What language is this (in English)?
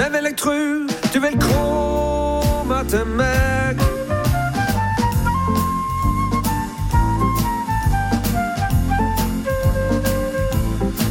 Norwegian